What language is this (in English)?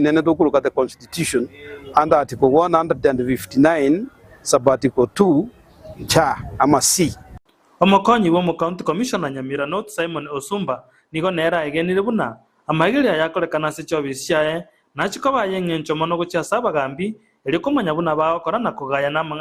Gusii